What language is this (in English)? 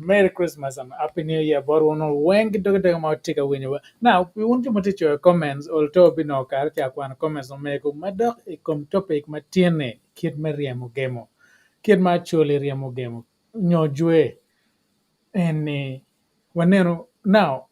Acoli